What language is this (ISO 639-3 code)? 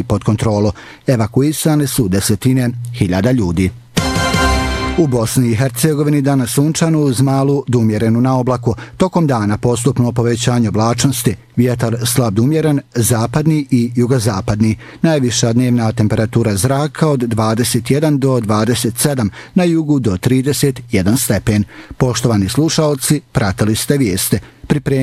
bos